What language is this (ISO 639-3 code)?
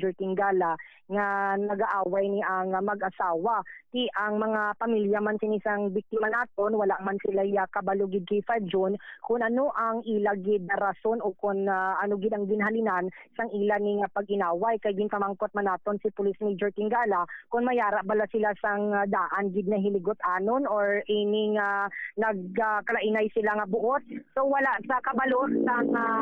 hil